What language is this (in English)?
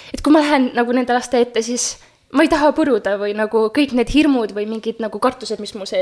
Estonian